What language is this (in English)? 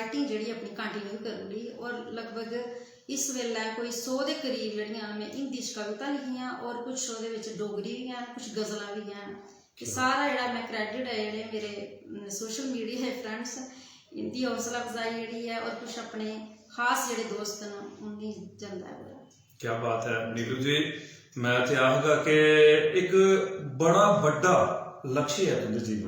Dogri